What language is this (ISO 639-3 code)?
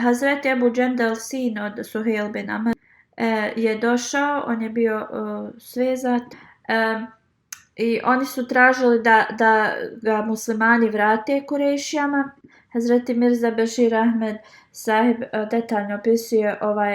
bos